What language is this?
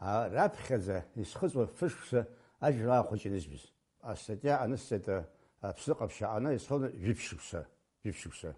Abkhazian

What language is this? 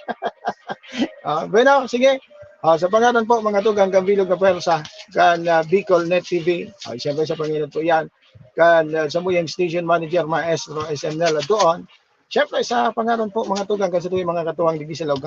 Bikol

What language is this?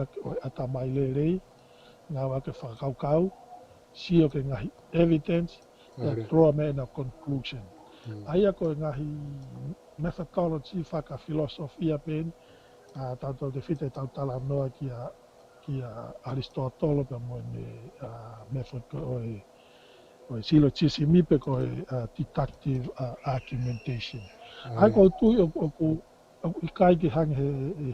Tongan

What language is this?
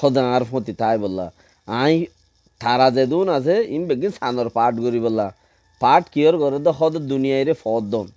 Rohingya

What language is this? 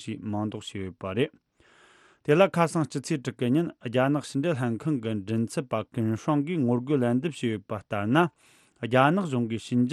Tibetan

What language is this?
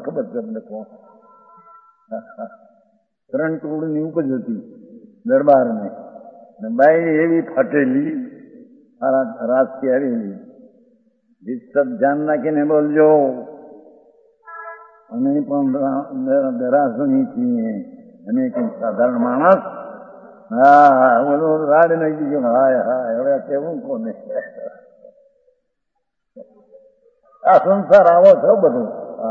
Gujarati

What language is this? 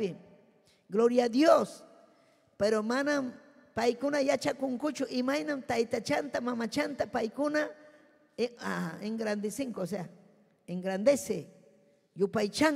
Ayacucho Quechua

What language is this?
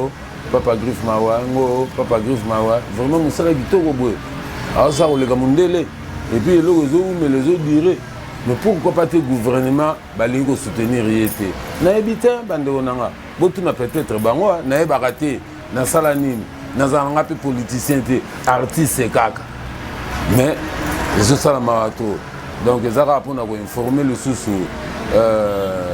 Lingala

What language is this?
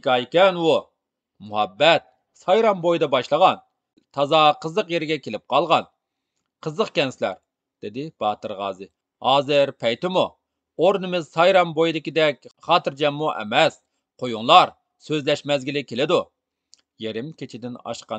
Uyghur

